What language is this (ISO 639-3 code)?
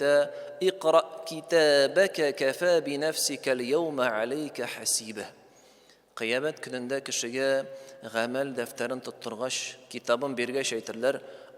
tat